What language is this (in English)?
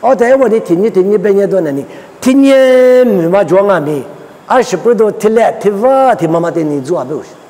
Lisu